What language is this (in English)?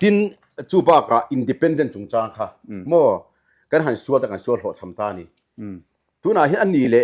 Mizo